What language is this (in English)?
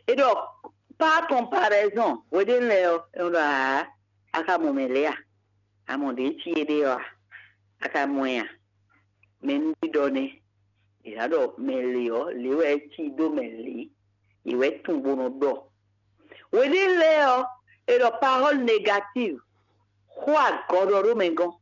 Fon